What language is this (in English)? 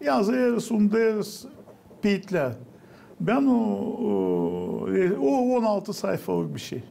Gagauz